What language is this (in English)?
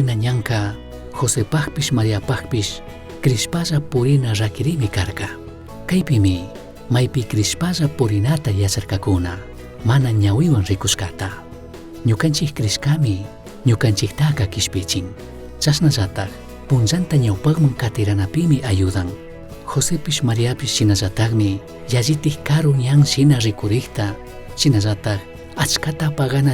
Chimborazo Highland Quichua